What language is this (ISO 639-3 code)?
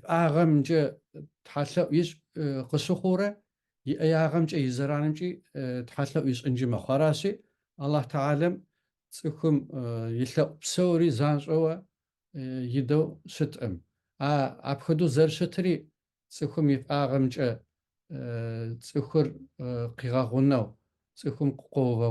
kbd